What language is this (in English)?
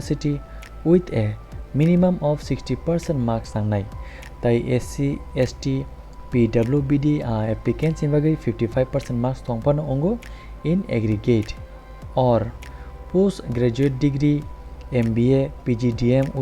Kok Borok